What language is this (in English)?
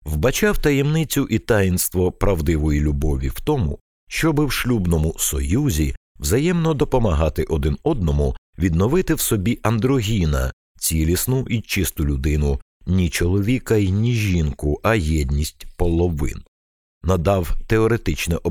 Ukrainian